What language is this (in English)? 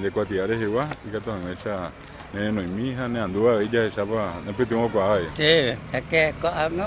Guarani